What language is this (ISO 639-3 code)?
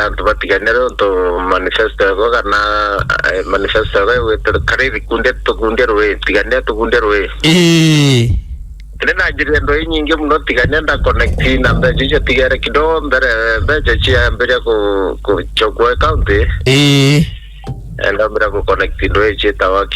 mer